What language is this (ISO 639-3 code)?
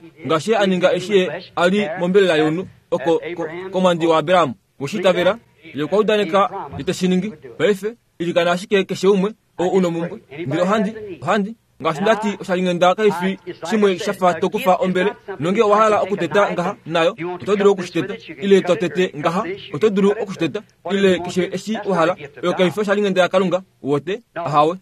kua